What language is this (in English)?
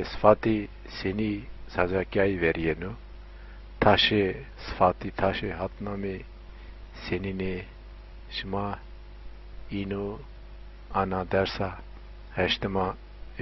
Zaza